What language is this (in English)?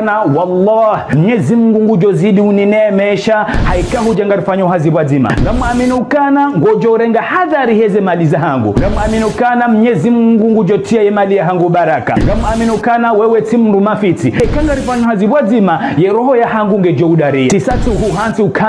Ngazidja Comorian